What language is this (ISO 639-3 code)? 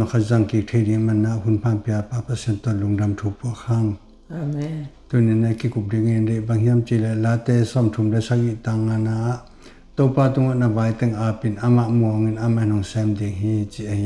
ctd